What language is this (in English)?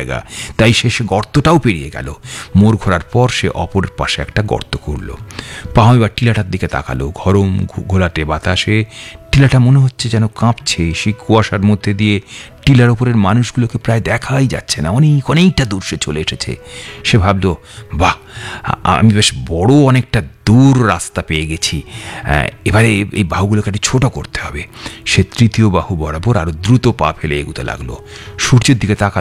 Bangla